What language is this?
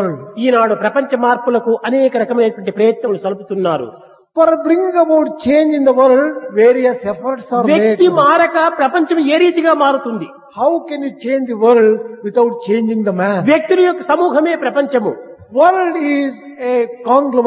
Telugu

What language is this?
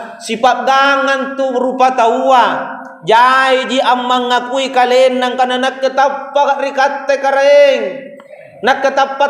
Makasar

